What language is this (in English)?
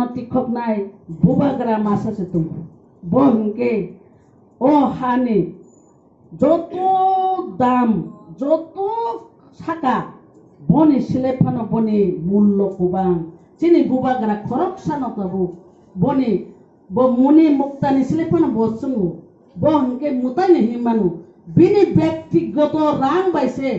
Kok Borok